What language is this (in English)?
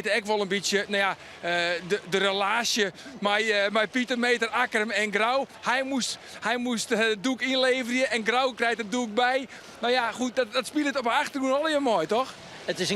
Western Frisian